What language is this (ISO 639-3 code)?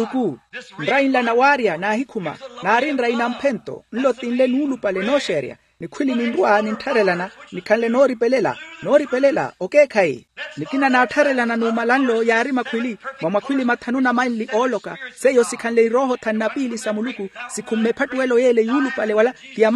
vmw